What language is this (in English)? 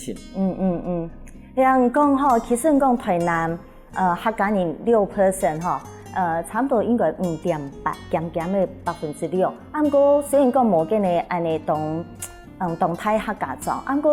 Hakka Chinese